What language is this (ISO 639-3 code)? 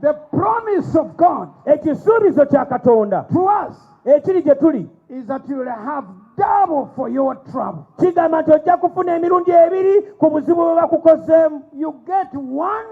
lug